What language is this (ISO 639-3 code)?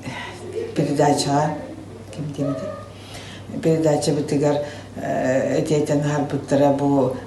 sah